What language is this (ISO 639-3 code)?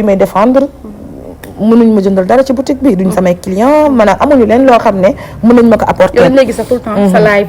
wol